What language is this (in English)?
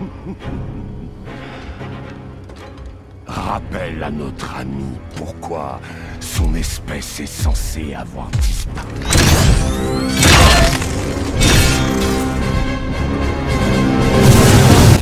French